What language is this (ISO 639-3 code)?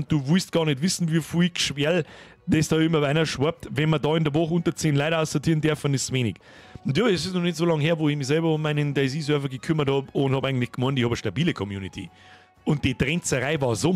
bar